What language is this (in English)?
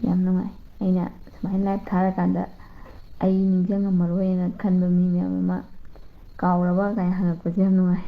Manipuri